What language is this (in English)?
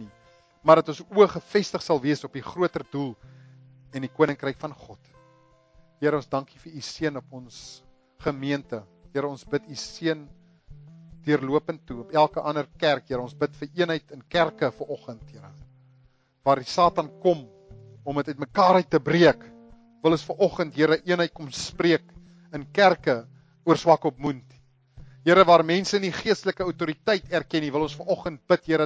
Afrikaans